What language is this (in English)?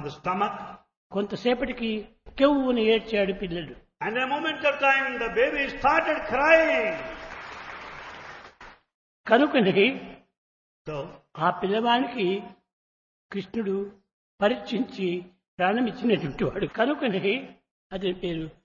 Telugu